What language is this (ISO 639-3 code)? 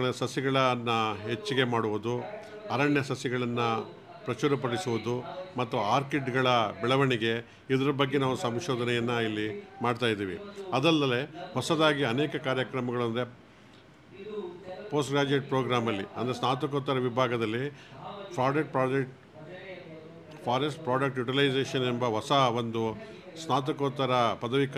kan